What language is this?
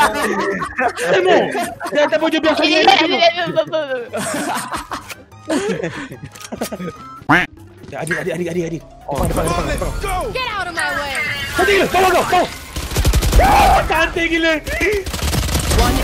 Malay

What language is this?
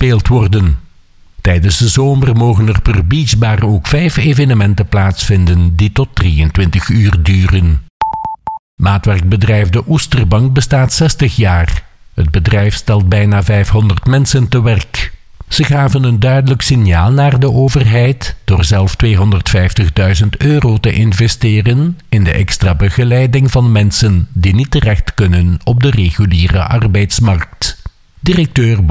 Dutch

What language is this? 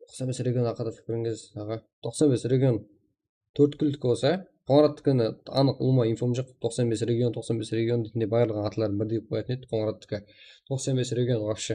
Kara-Kalpak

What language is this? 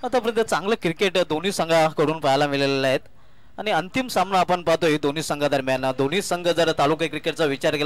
Marathi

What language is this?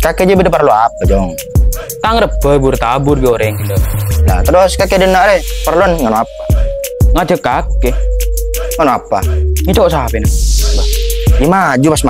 Madurese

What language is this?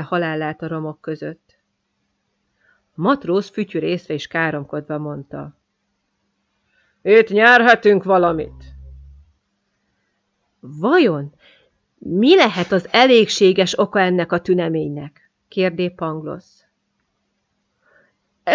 Hungarian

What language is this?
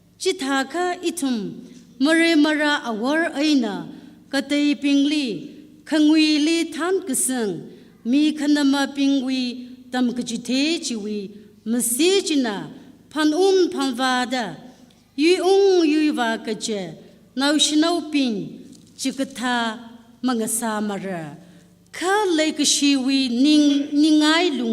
Tangkhul Naga (India)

